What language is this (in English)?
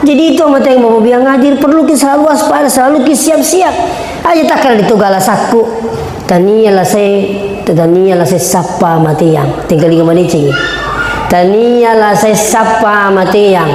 Buginese